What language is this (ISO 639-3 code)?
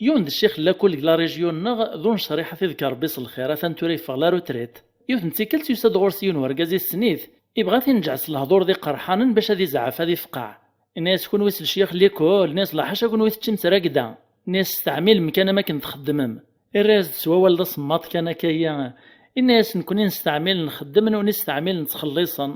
kab